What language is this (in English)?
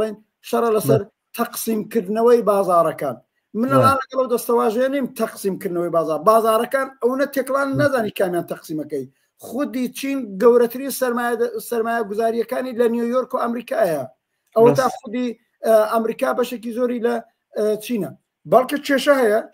Central Kurdish